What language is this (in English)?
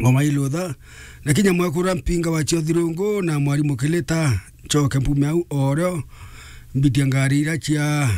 Meru